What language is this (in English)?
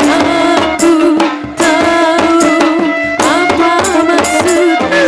Banjar